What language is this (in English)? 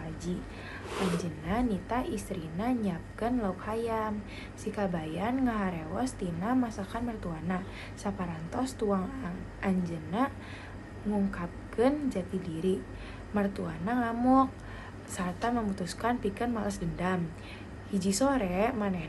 Sundanese